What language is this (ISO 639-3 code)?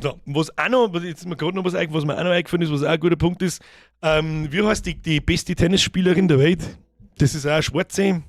bar